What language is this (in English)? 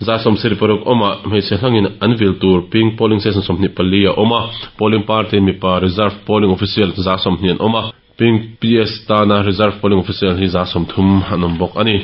Mizo